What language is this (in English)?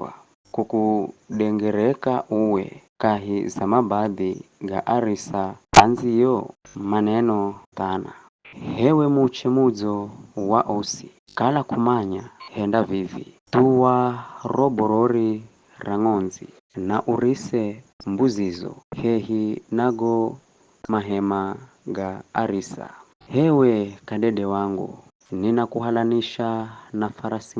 Giryama